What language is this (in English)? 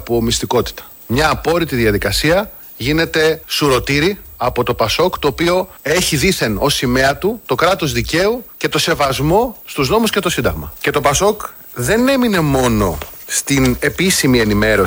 Greek